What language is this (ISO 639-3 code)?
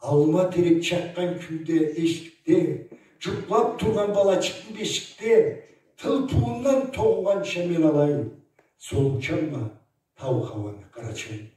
krc